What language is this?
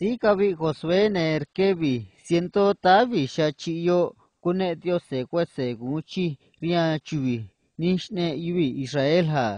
Copala Triqui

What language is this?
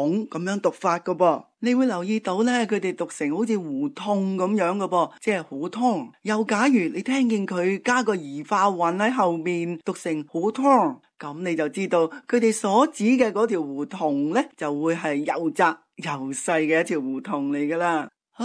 Cantonese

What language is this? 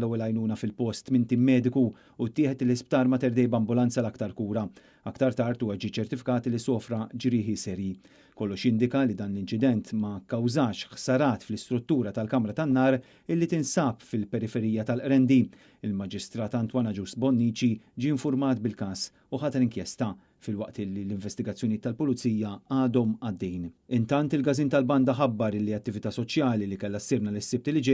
Maltese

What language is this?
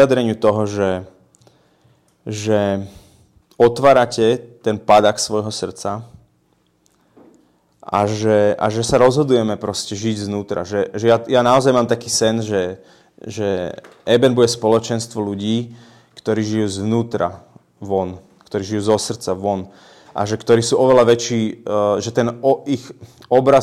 Slovak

